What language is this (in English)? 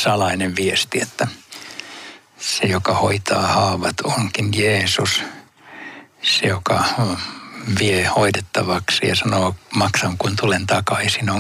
Finnish